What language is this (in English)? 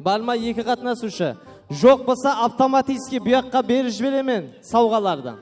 Kara-Kalpak